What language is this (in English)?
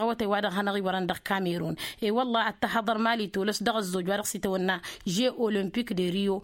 Tamasheq